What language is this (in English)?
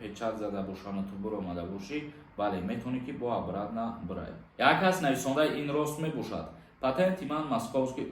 Tajik